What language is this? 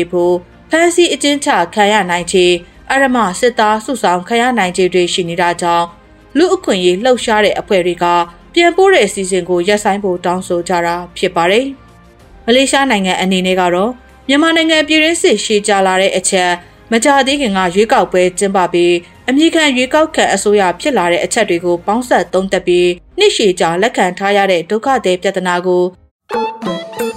Burmese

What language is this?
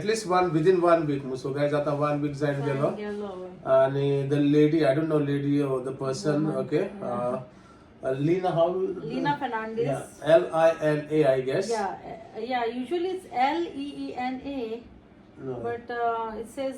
Konkani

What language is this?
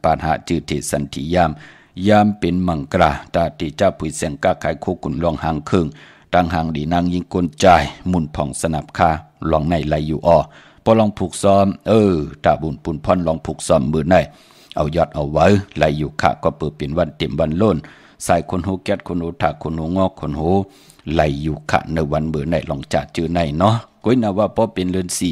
Shan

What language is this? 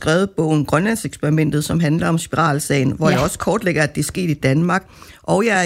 Danish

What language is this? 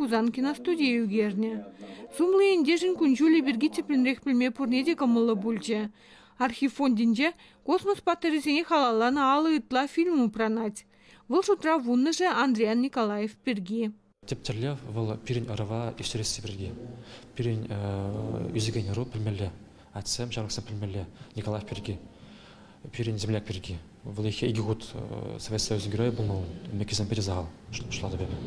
Chuvash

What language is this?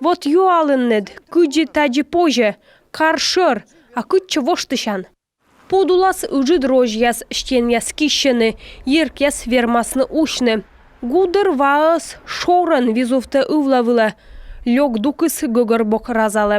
Komi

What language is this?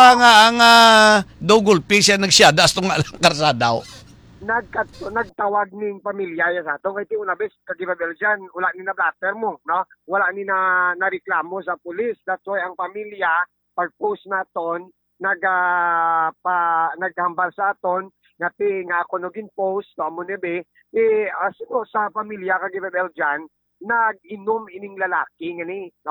Hiligaynon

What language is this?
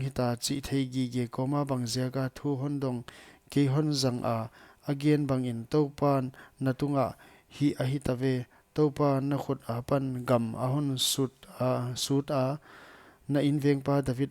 Paite Chin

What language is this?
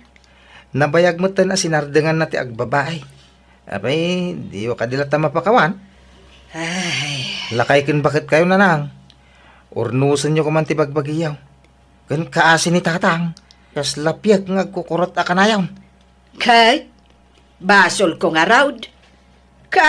Iloko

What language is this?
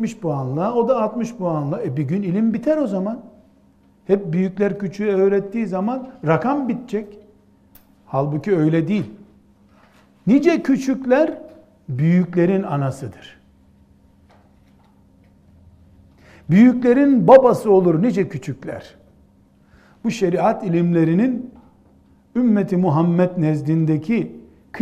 Turkish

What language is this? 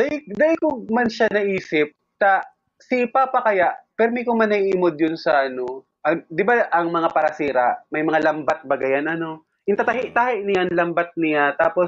Bikol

